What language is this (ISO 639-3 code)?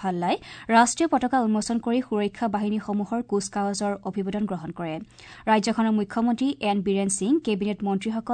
asm